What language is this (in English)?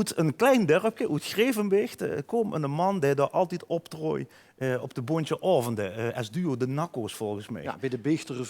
Limburgish